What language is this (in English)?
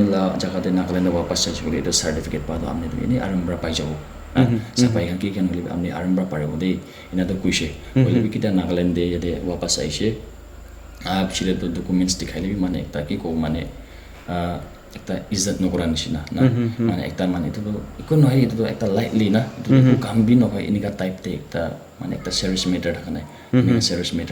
Naga Pidgin